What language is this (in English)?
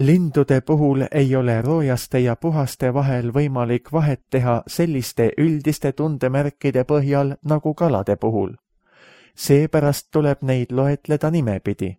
Estonian